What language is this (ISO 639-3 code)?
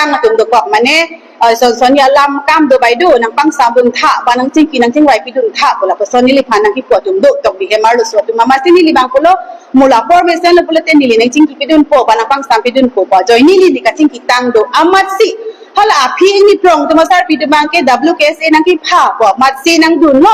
mjw